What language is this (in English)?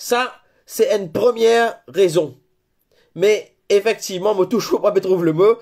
Morisyen